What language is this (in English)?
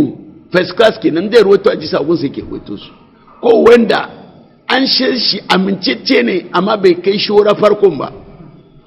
Hausa